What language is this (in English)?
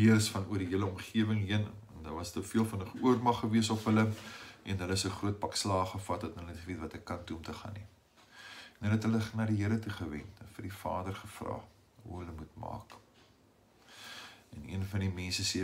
Afrikaans